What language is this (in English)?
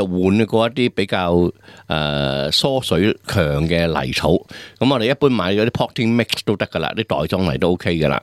Cantonese